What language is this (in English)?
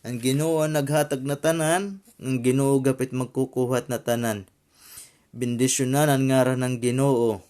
Waray